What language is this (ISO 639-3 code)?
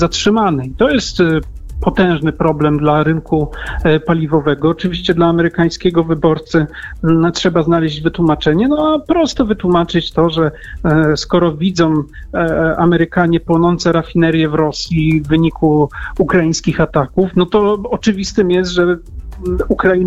pol